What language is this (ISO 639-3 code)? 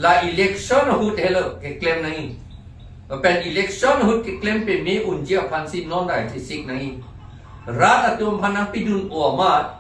mjw